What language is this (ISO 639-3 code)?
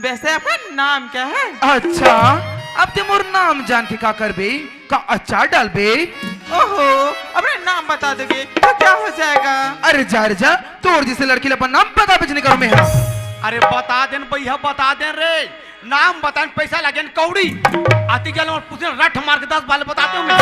hne